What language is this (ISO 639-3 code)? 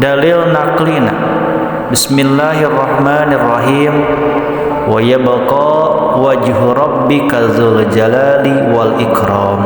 sun